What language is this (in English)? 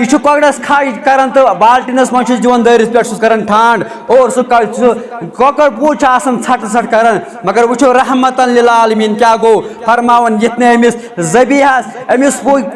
Kashmiri